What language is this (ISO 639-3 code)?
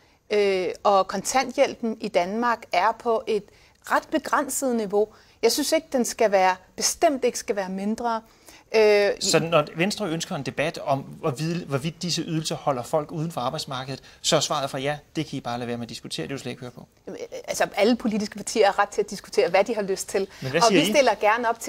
dan